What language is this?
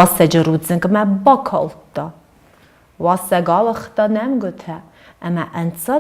Ossetic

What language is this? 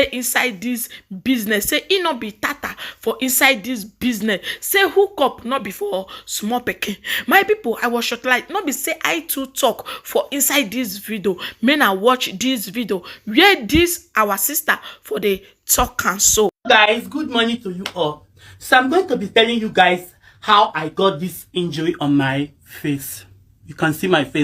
Nigerian Pidgin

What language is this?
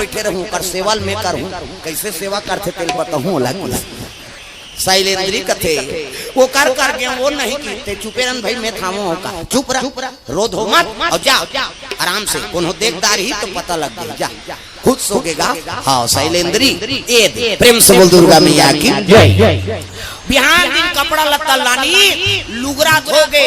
Chhattisgarhi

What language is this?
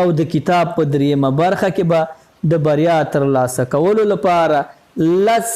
Pashto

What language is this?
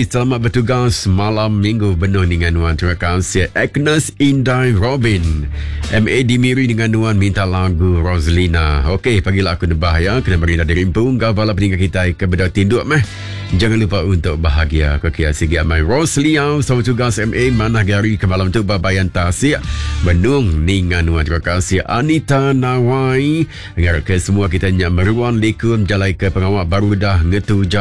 Iban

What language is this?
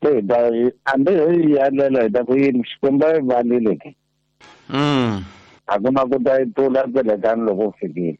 Tsonga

